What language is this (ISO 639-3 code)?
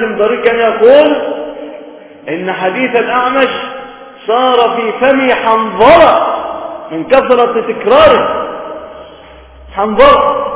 ara